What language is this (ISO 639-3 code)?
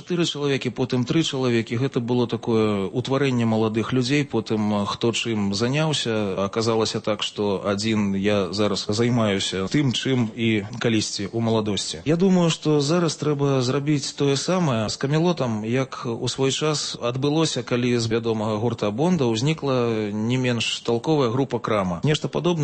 bel